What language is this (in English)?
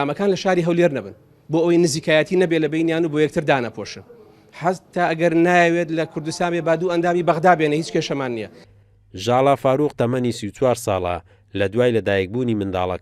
Central Kurdish